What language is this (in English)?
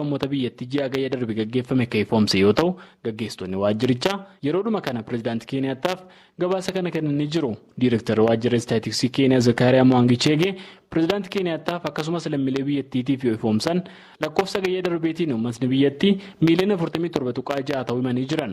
Oromo